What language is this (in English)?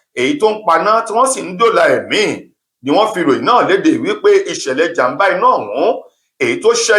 Yoruba